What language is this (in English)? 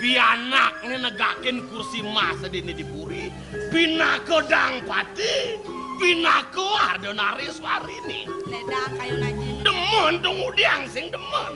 Balinese